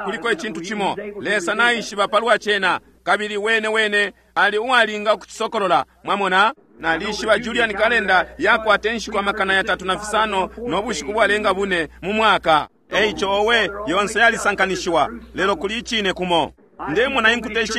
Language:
Bemba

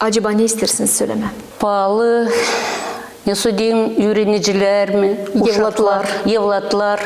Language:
Gagauz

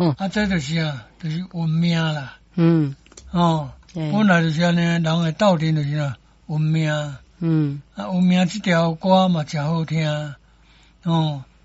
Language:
Min Nan Chinese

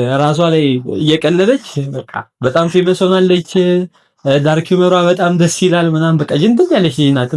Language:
Amharic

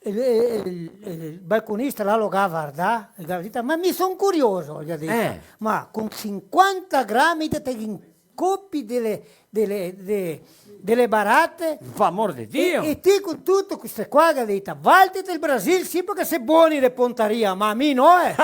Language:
Venetian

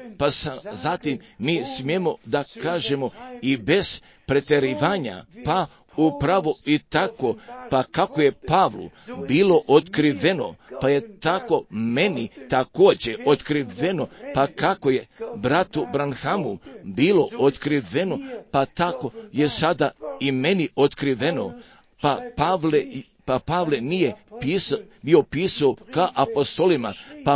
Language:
Croatian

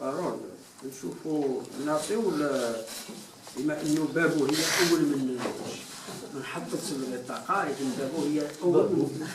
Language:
Algerian Arabic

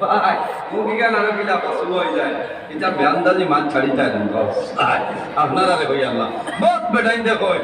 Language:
Sylheti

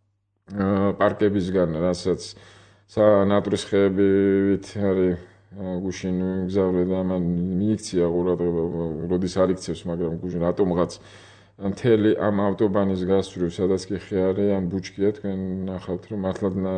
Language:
Georgian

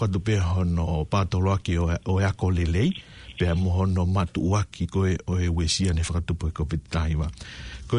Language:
Tongan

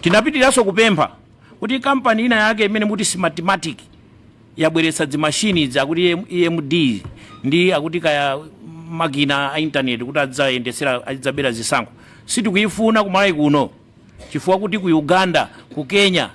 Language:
Nyanja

